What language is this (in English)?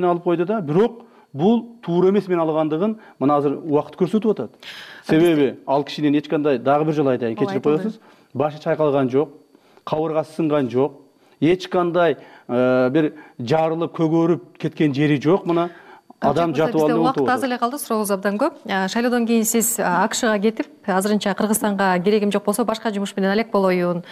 Kyrgyz